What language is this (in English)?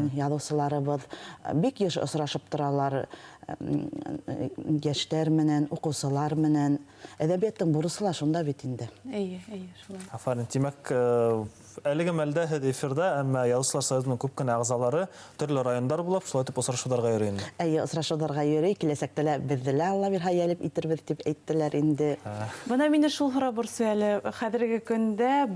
Bashkir